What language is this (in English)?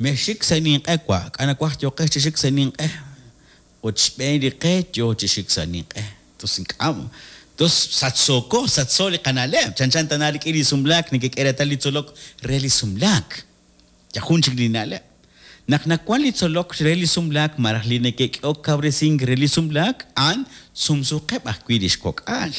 Kekchí